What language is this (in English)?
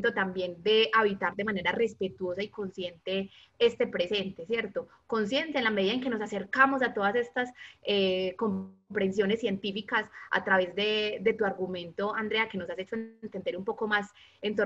Spanish